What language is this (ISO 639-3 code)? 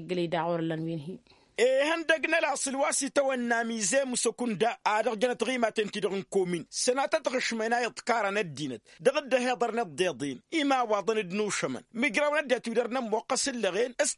taq